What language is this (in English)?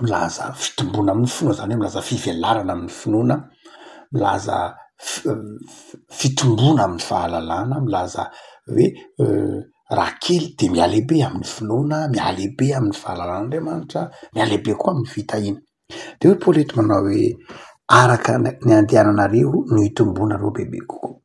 Malagasy